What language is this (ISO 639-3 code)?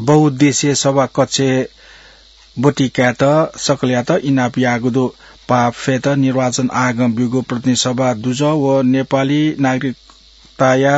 new